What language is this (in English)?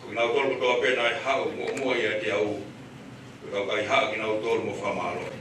Tongan